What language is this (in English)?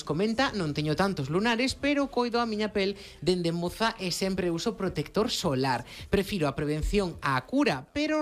Galician